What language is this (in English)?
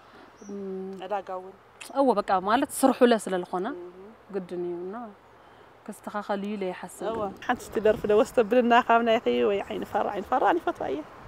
Tigrinya